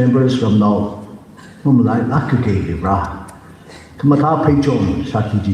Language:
Tangkhul Naga (India)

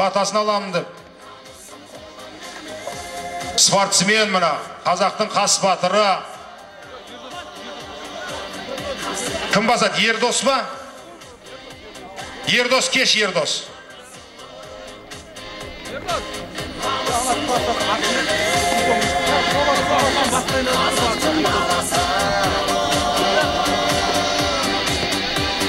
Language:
Kazakh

